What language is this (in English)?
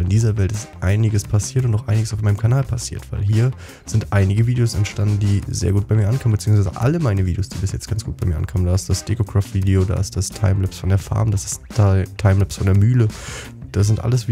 German